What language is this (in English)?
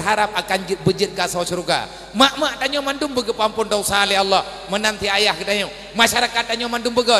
Achinese